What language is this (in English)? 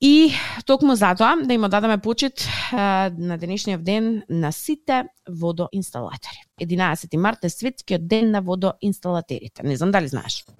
Macedonian